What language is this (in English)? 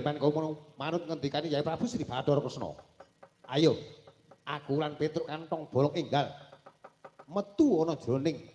Javanese